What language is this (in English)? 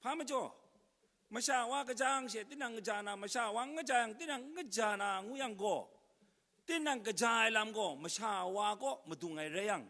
Kachin